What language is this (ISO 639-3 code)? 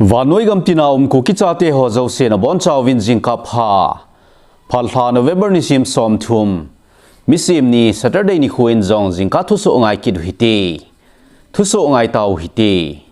tcz